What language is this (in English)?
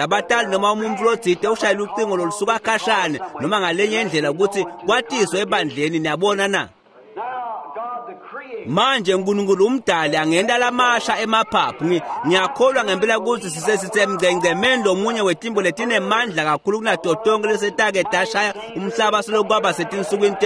Swati